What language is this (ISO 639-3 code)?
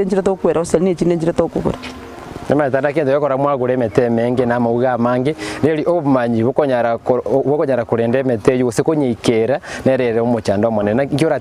guz